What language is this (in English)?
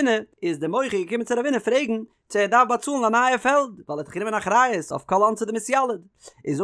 Yiddish